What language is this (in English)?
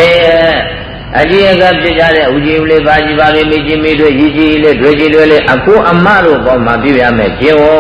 Burmese